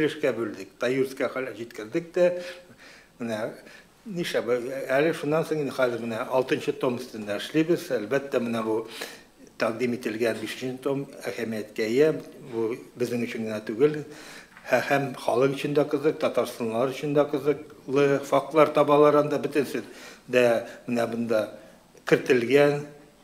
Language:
Tatar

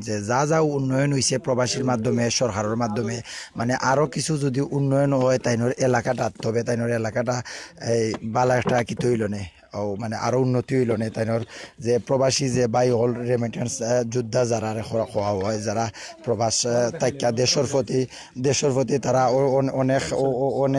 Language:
Sylheti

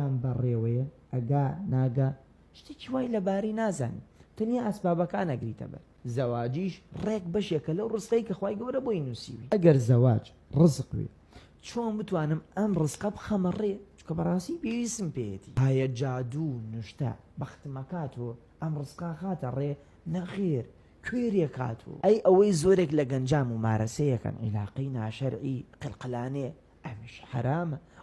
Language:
Central Kurdish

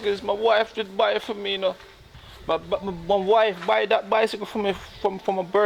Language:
Jamaican Creole English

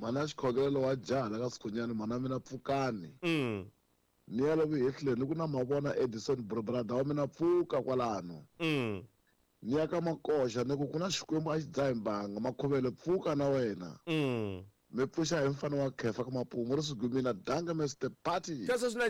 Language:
Tsonga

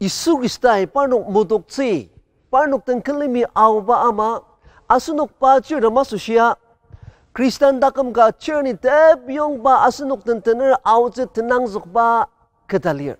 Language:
Ao Naga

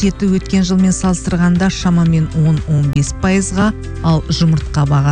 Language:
Kazakh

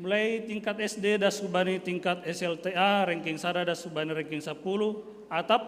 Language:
Batak Simalungun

